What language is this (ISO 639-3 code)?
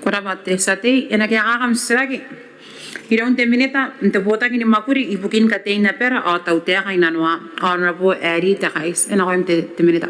gil